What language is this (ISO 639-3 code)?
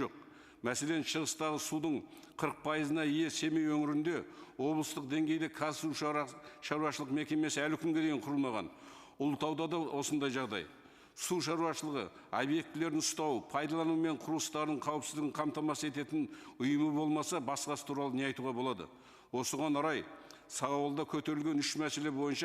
kaz